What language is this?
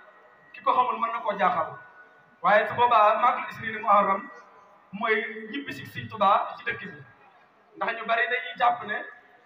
Wolof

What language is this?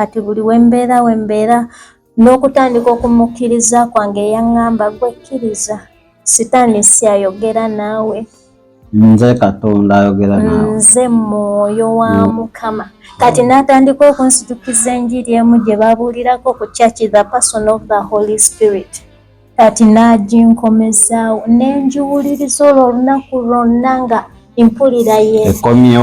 Ganda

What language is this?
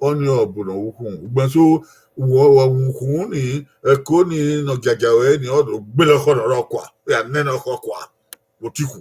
Bini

